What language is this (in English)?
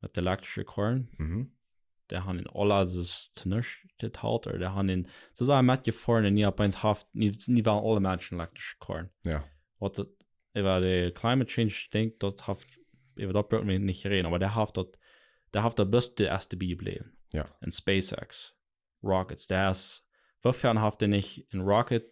Plautdietsch